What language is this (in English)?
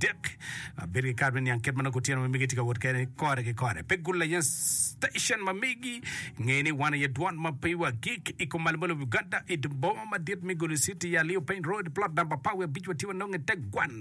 Acoli